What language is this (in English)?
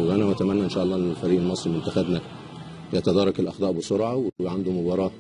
Egyptian Arabic